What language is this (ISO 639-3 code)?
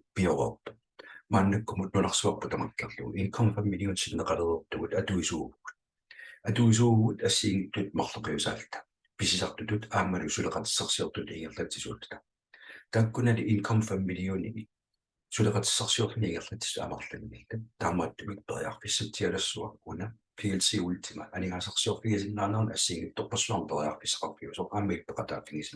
kal